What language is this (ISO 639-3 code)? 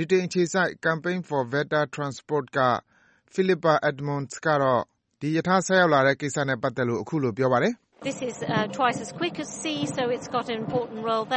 mya